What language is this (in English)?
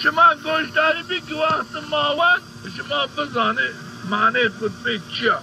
Zaza